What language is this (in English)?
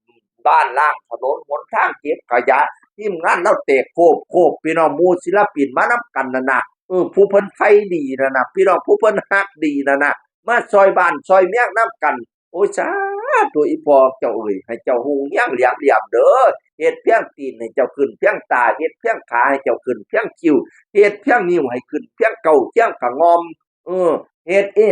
Northeastern Thai